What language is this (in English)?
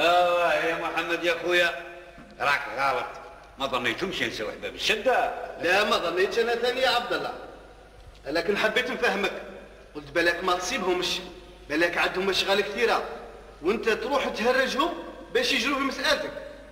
Algerian Arabic